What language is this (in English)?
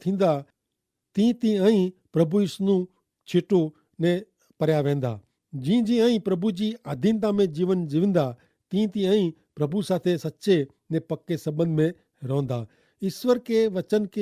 Kachhi